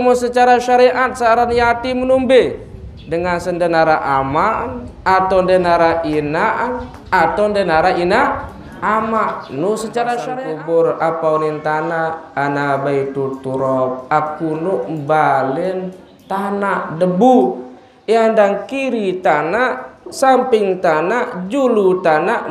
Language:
Sasak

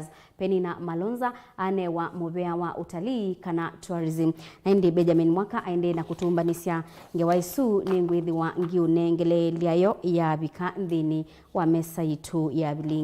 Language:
Kamba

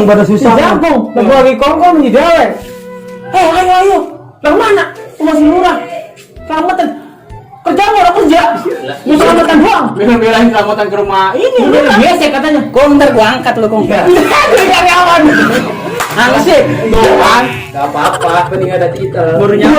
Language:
Betawi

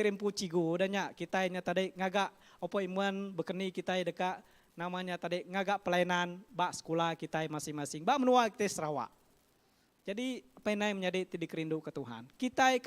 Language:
Iban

